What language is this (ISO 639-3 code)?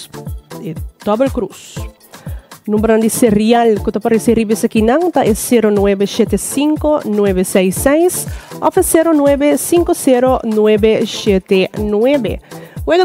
pap